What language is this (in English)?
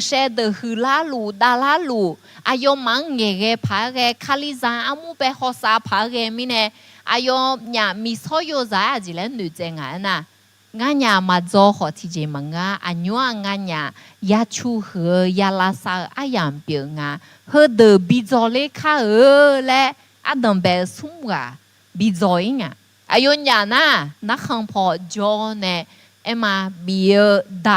Akha